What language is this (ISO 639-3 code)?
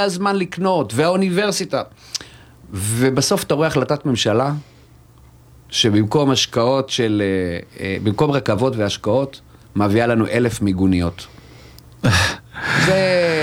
heb